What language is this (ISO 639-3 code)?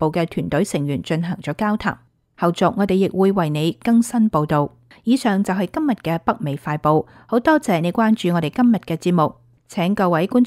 yue